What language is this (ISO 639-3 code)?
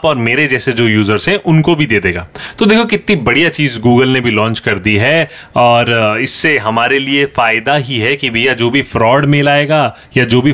hin